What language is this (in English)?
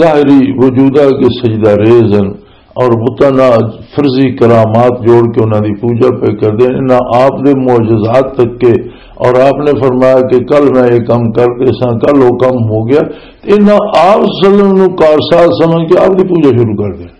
Western Panjabi